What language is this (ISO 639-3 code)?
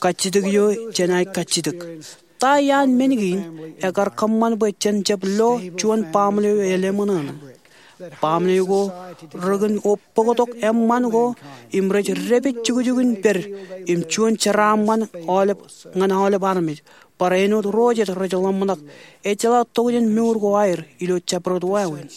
mah